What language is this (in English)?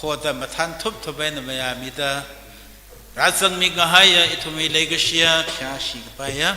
Tangkhul Naga (India)